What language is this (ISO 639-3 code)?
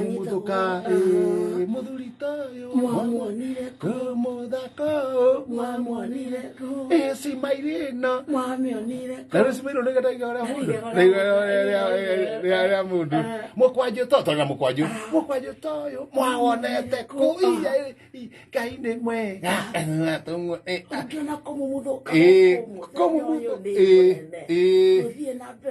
kik